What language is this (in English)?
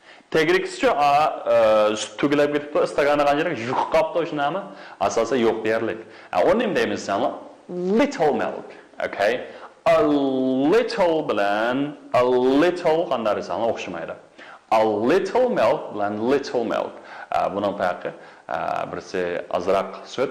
Uyghur